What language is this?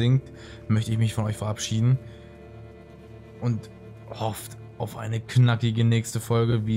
German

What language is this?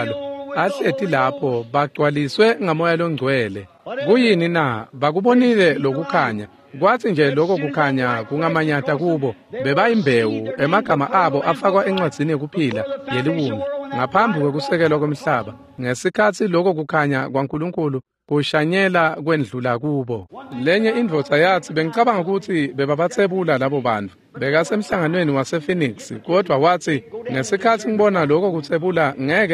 Swati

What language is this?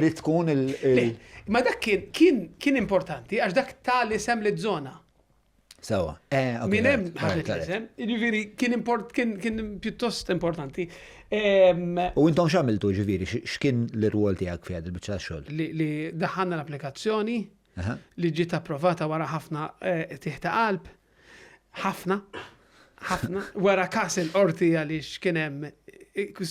Maltese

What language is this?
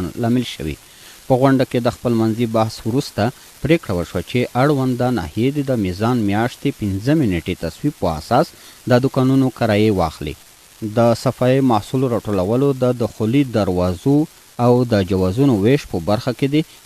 Pashto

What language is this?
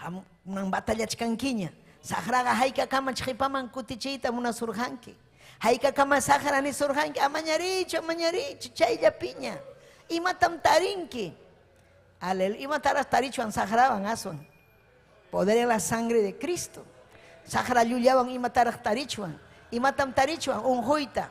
Ayacucho Quechua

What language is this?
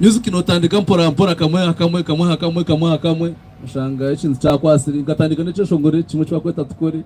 Nyankole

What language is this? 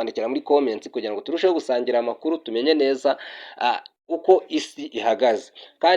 Kinyarwanda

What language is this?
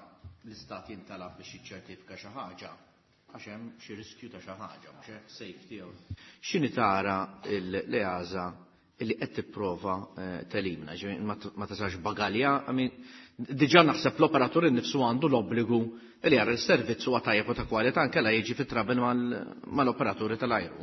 Maltese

